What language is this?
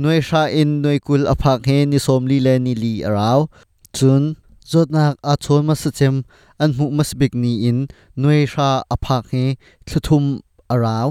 Hakha Chin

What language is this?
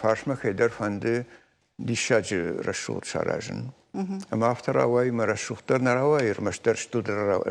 Ossetic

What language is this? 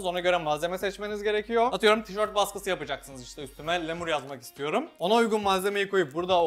Turkish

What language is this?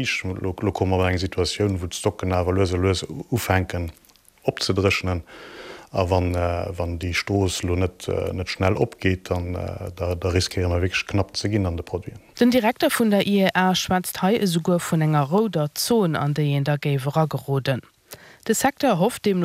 Luxembourgish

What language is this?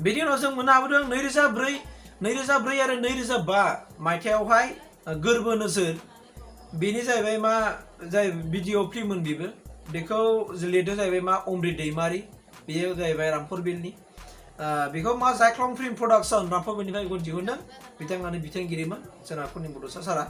Bodo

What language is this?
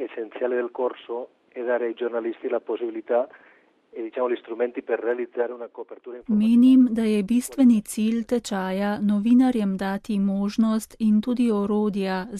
Slovenian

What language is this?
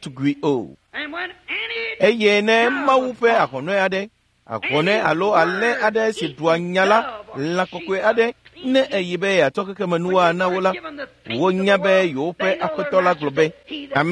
Ewe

